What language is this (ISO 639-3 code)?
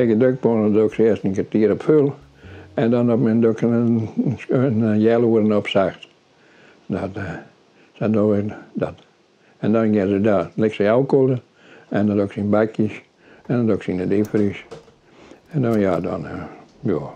fry